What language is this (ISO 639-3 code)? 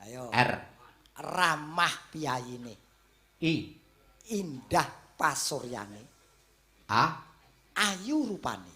jav